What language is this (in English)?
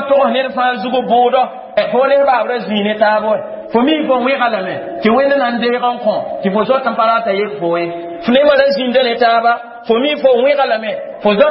Mossi